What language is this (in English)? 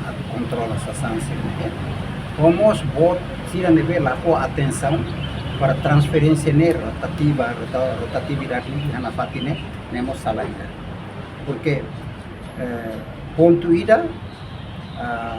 Tetum